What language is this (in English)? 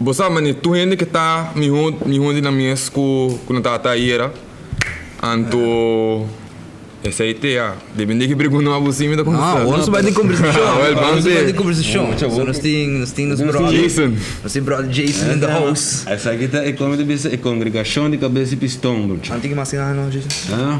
Papiamento